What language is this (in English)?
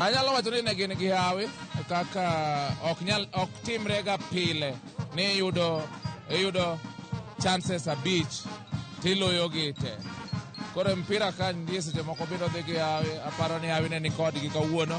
Luo (Kenya and Tanzania)